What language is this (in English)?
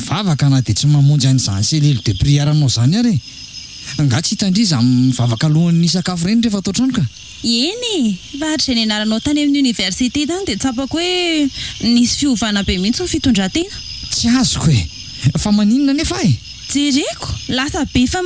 Malagasy